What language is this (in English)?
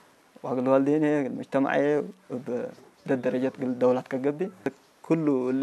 Tigrinya